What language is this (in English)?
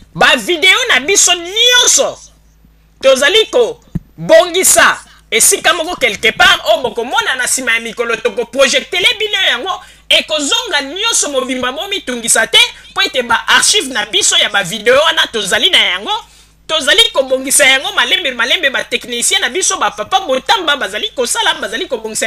Lingala